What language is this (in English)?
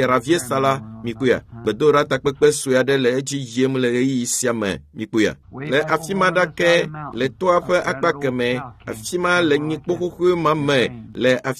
Ewe